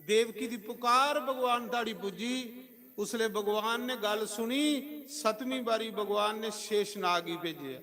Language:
Dogri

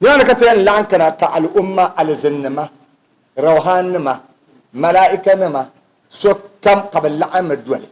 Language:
Dagbani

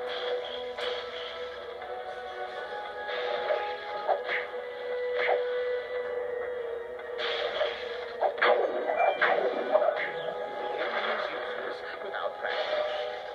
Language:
English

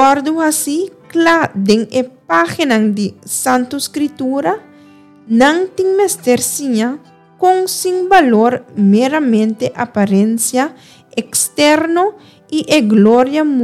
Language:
Papiamento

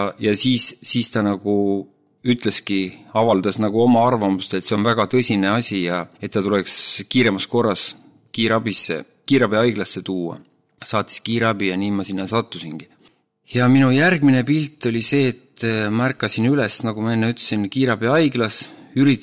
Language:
Estonian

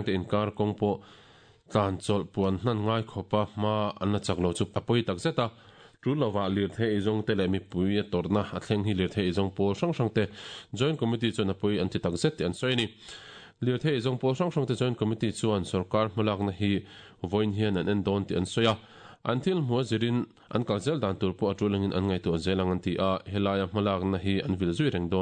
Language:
Mizo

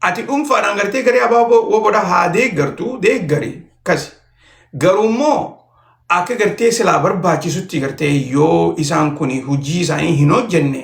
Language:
Oromo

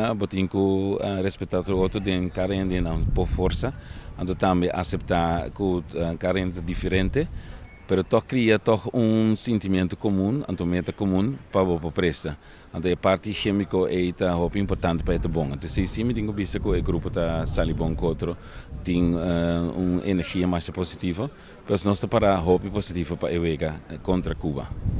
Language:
Papiamento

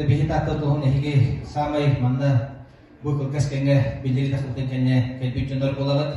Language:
Yakut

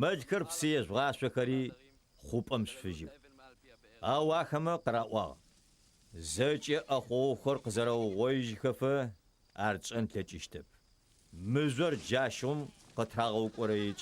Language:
Adyghe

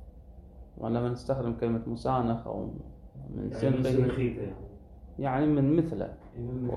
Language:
Arabic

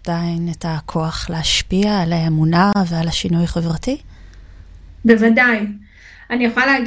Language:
Hebrew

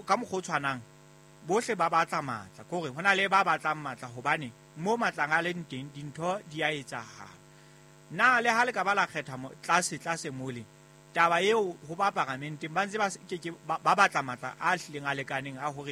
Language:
Southern Sotho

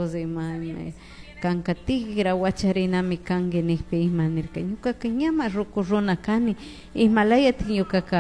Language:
Chimborazo Highland Quichua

